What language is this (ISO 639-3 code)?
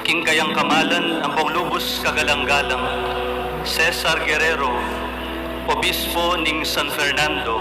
pam